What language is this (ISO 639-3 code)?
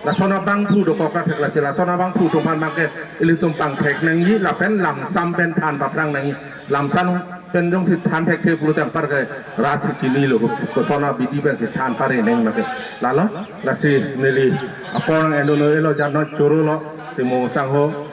mjw